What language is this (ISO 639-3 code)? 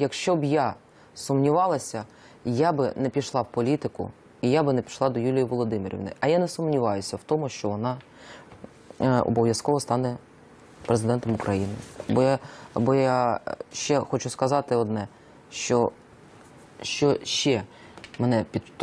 ukr